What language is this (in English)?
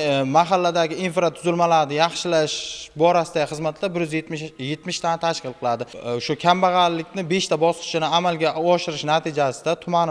Uzbek